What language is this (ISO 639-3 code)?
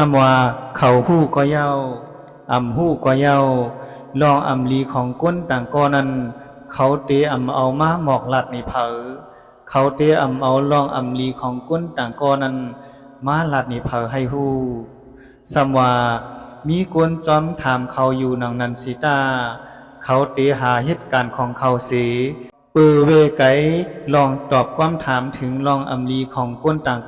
shn